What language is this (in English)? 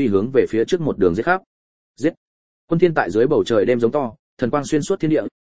Vietnamese